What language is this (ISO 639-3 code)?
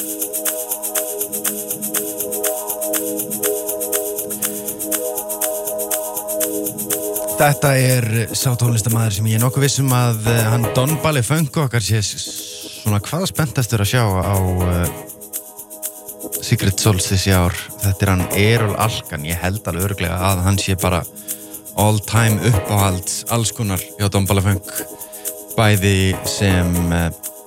isl